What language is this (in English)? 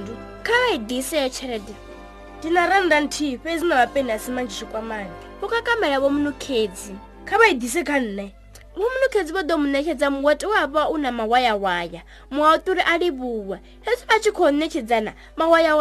Venda